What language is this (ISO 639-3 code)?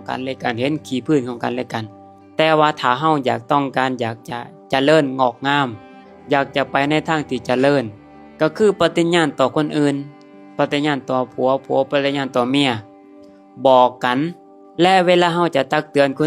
lao